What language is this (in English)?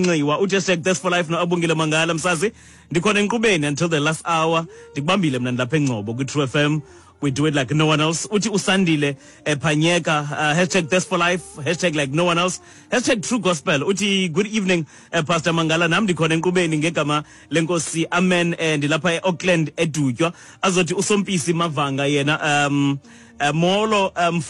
Xhosa